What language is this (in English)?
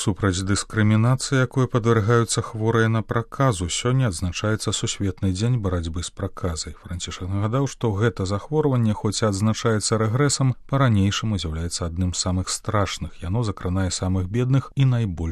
Belarusian